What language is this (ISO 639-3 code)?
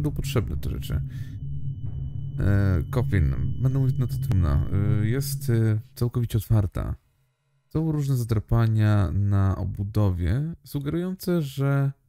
pol